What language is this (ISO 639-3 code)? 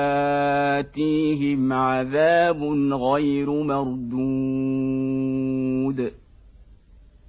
ara